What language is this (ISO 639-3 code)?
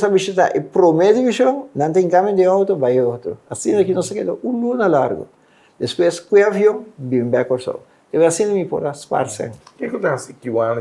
pap